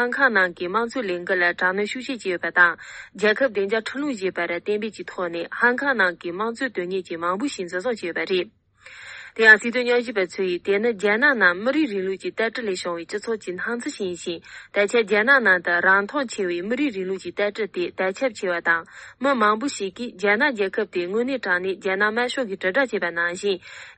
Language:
Tibetan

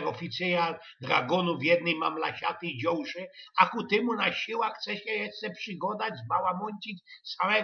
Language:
Silesian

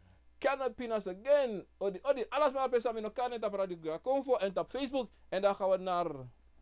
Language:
Sranan Tongo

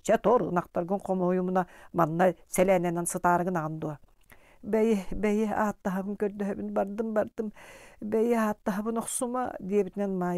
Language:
Yakut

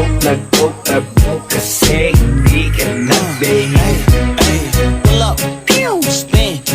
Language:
Cebuano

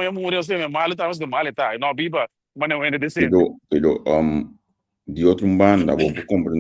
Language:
Papiamento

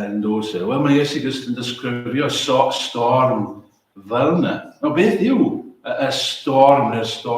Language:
Welsh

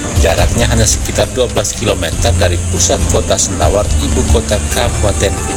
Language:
Indonesian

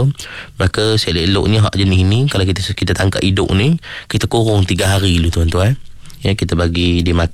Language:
Malay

